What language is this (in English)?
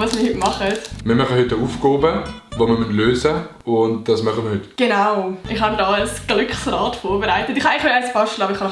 Swiss German